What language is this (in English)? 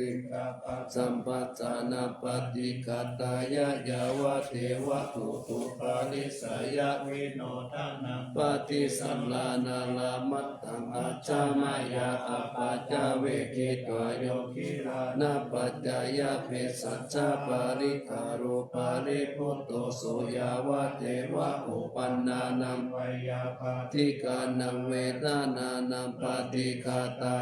Pali